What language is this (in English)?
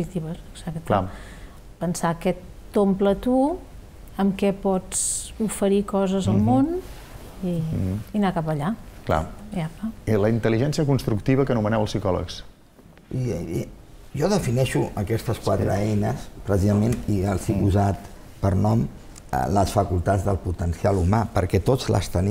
Catalan